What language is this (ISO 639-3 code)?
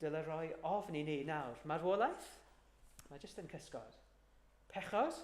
cym